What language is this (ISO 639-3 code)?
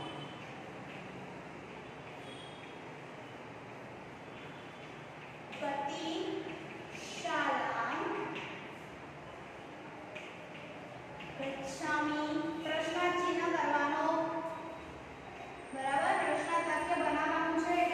guj